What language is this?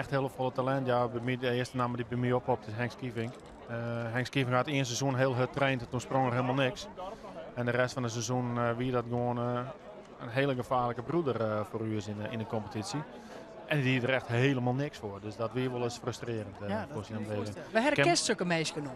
Western Frisian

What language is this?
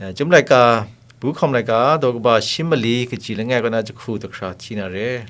Kachin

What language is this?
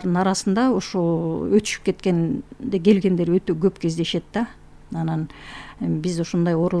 Kyrgyz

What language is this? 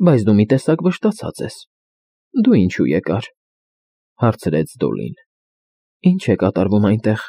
Armenian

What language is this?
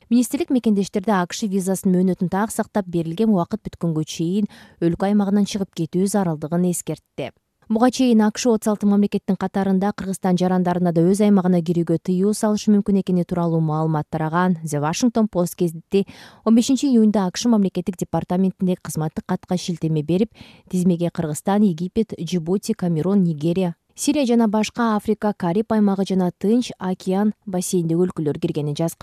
Kyrgyz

